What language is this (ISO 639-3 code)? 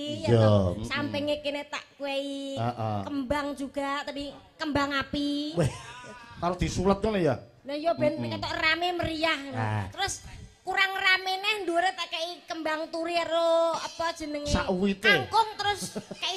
jav